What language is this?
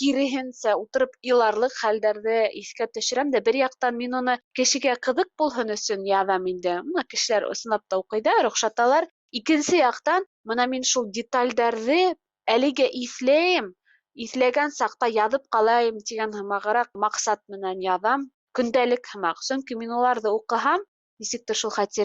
Bashkir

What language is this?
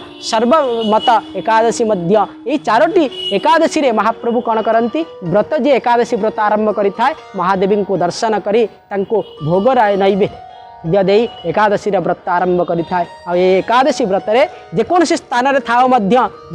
Odia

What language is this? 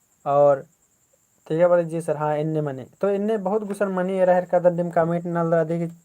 Kurukh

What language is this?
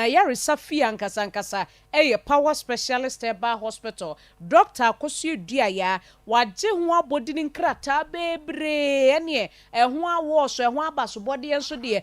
Akan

